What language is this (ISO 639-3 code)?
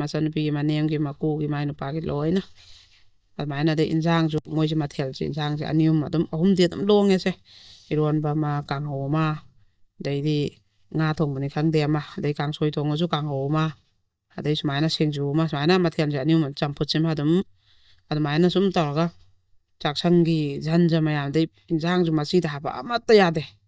mni